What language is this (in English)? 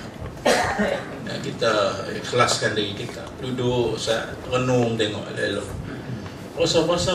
Malay